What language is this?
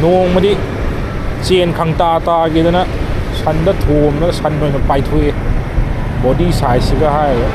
Manipuri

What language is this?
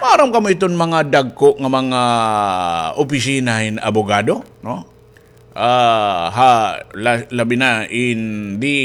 Waray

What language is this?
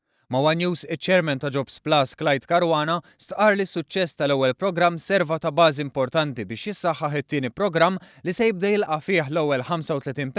Maltese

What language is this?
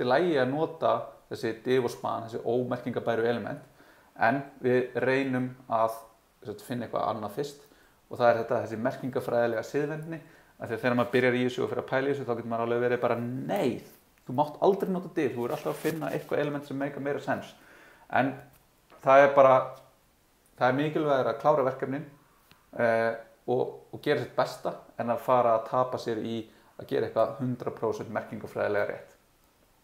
Icelandic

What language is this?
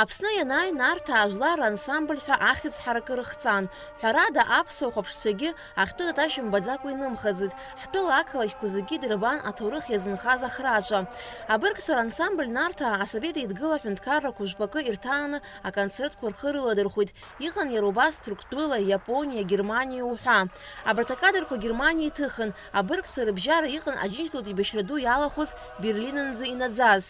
Abkhazian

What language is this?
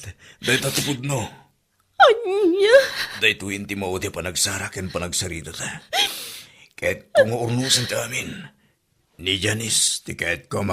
Iloko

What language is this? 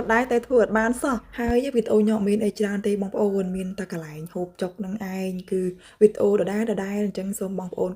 Khmer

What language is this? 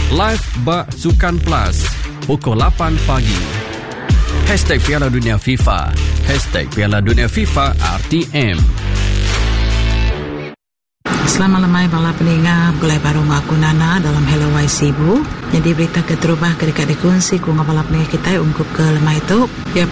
Iban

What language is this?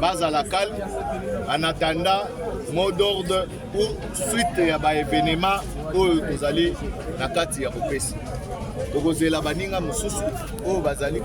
Lingala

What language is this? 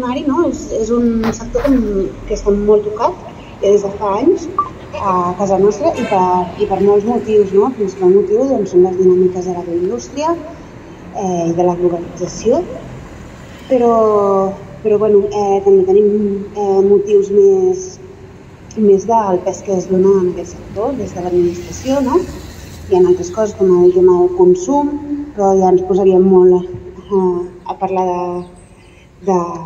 Catalan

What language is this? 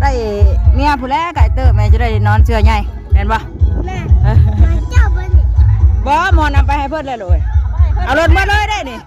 Northeastern Thai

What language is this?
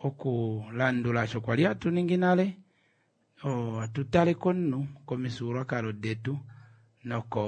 Kuanyama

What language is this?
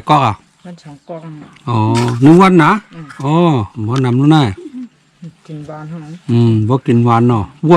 Shan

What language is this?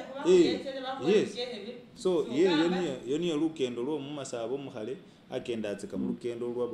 Masaaba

